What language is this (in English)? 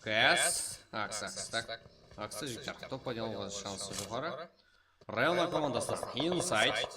Kara-Kalpak